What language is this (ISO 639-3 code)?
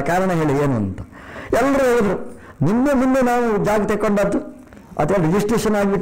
kan